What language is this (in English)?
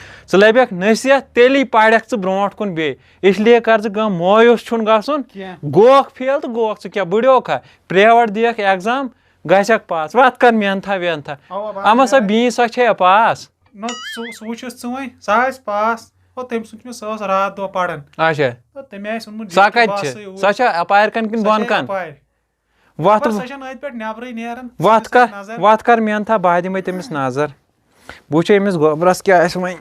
Kashmiri